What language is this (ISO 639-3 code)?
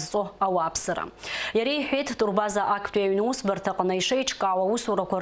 abk